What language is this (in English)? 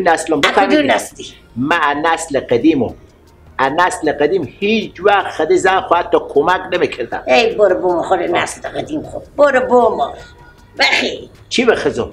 Persian